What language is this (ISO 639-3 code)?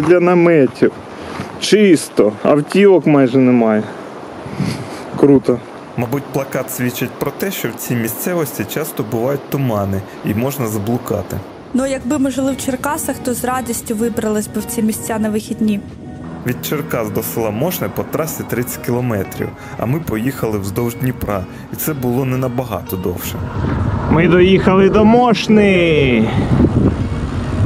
ukr